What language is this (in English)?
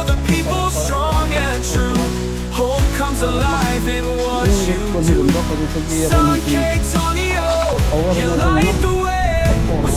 Waray